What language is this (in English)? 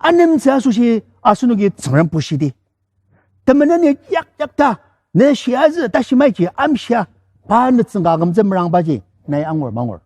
Ao Naga